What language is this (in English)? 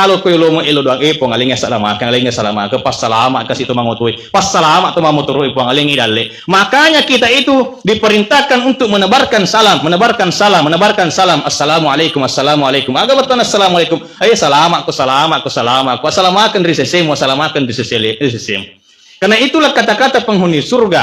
Buginese